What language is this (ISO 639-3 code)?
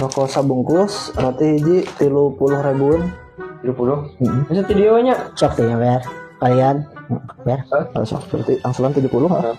sun